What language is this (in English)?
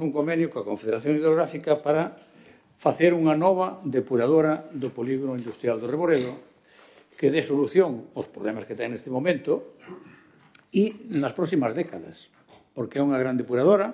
Galician